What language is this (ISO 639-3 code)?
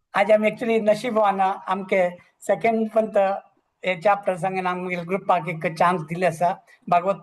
kok